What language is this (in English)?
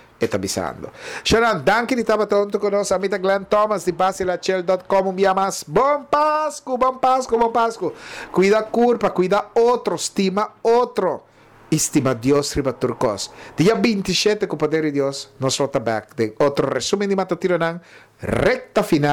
Papiamento